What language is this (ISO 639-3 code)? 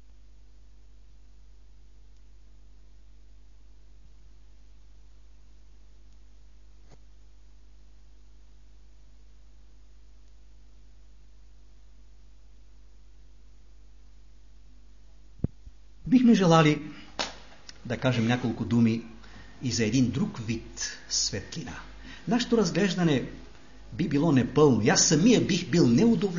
bul